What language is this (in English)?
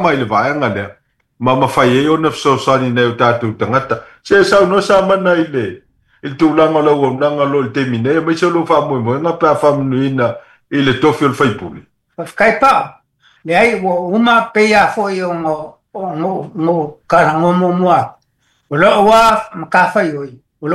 Samoan